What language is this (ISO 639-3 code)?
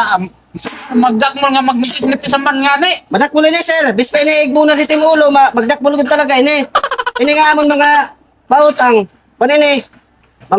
war